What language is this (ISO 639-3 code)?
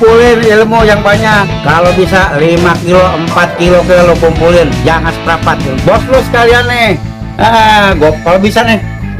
bew